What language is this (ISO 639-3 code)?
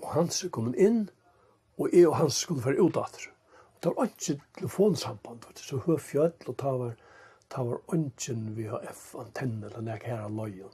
fao